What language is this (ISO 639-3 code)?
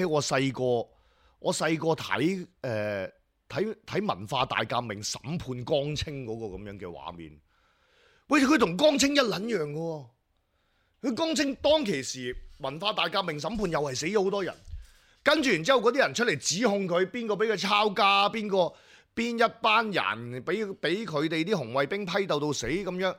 yue